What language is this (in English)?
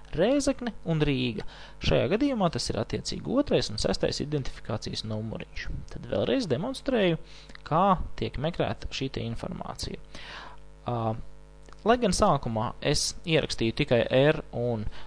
Latvian